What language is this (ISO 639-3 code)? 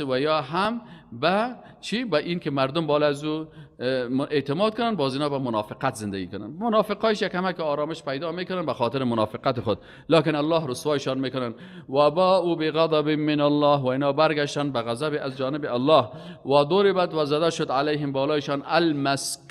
fas